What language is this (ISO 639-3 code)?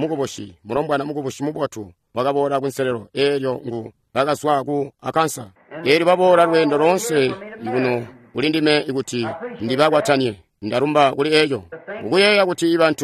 toi